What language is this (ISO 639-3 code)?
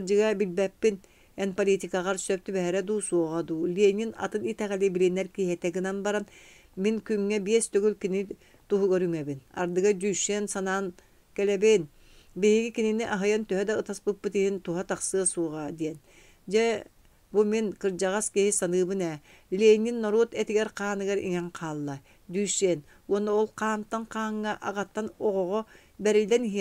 sah